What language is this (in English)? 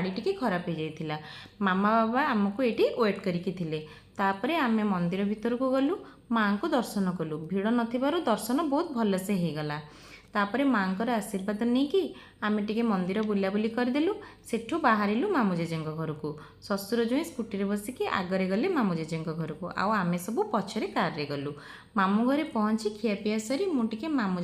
Odia